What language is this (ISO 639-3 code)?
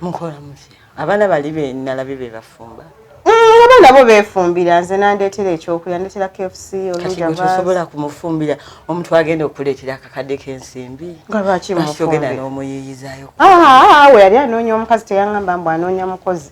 lug